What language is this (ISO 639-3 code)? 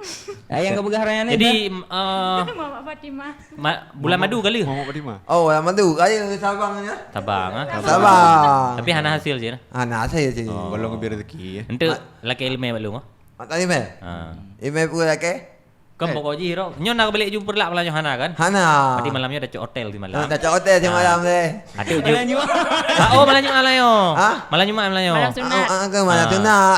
ace